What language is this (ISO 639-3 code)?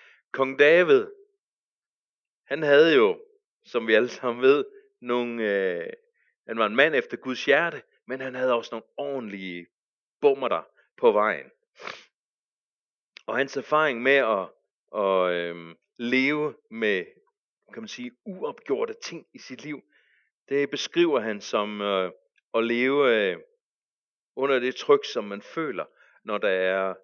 dan